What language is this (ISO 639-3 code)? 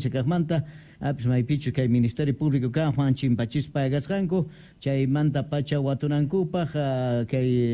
que